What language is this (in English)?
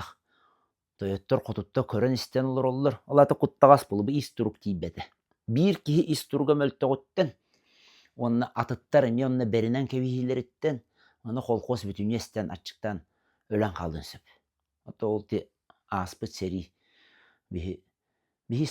Yakut